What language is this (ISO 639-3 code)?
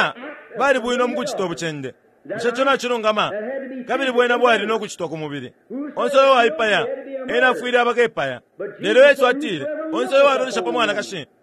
bem